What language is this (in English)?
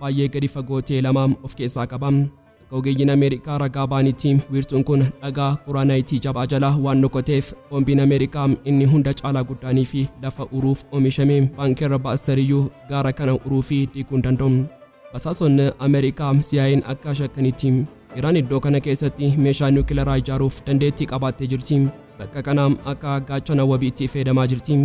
Oromo